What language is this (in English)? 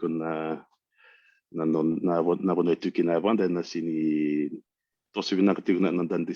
Fijian